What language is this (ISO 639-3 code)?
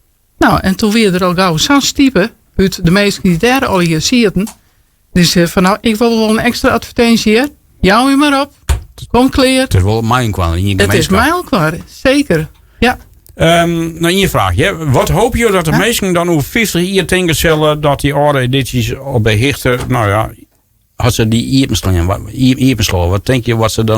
fry